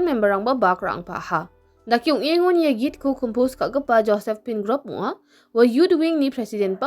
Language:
Garo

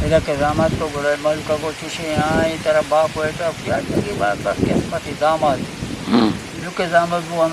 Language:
Eastern Balochi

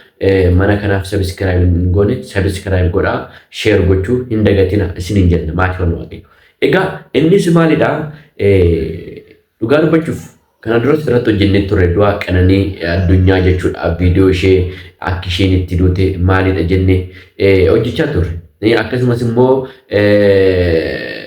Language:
Oromo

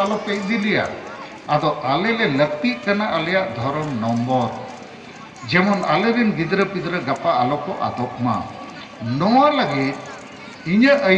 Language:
Santali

